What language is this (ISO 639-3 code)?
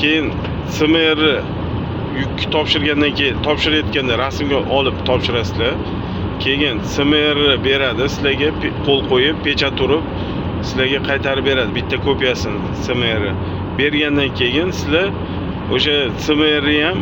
uzb